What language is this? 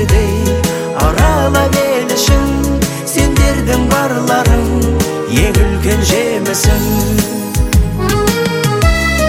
Kazakh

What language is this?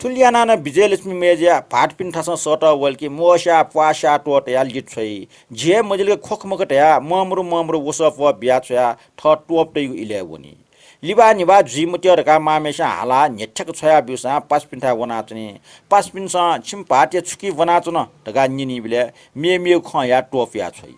Newari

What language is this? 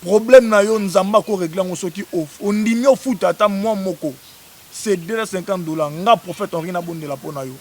Lingala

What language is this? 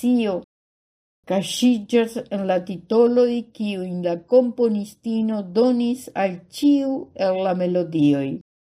Esperanto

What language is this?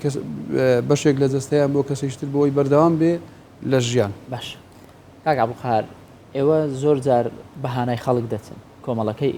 Central Kurdish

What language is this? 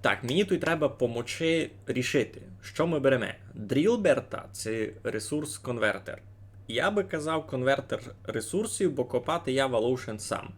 Rusyn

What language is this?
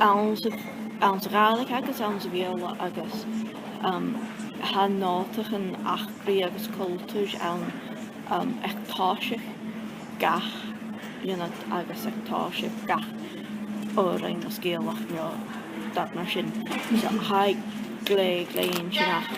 Scottish Gaelic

